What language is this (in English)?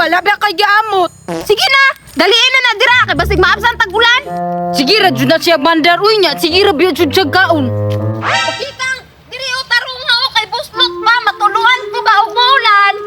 Cebuano